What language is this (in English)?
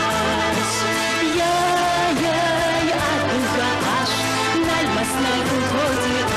Adyghe